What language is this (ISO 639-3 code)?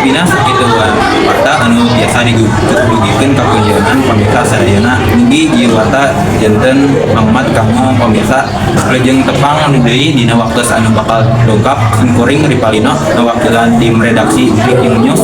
sun